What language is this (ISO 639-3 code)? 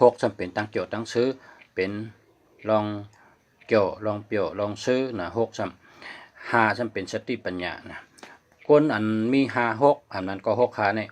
shn